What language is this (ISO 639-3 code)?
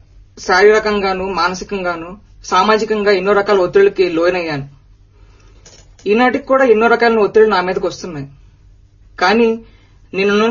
tel